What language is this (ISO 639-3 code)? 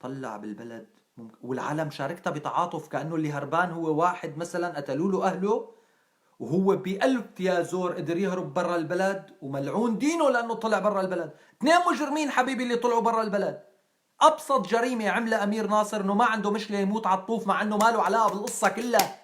apc